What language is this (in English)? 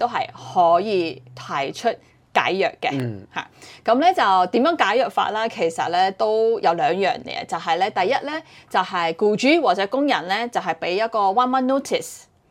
Cantonese